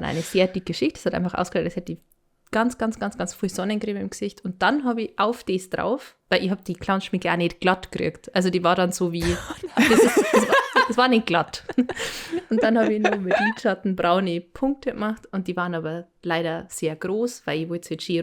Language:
Bavarian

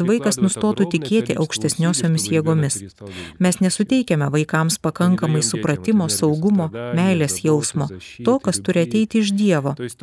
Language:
Lithuanian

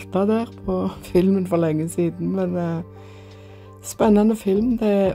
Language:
Norwegian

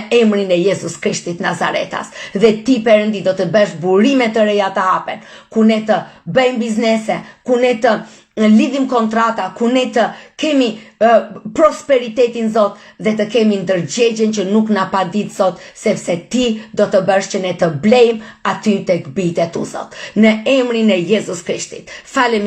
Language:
Albanian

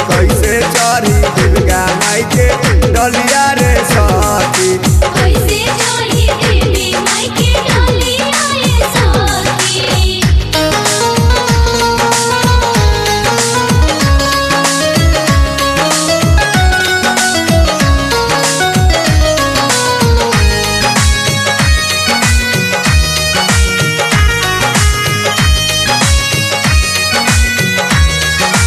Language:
Bhojpuri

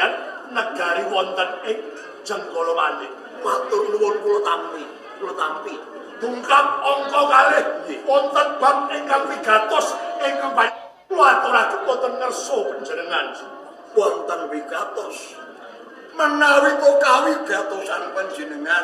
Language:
Javanese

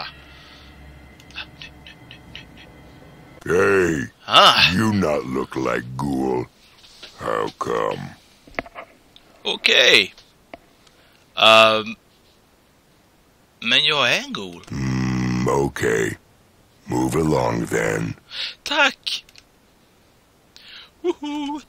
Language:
Swedish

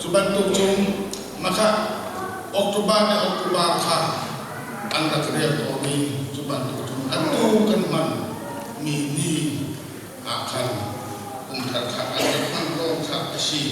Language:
Hakha Chin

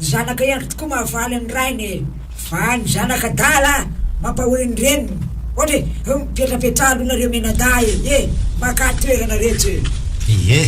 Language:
Malagasy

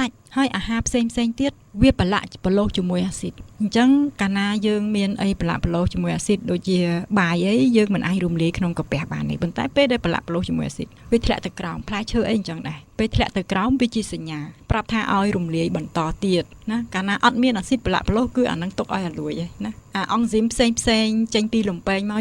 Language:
Khmer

